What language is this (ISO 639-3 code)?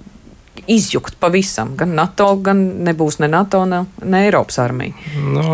lav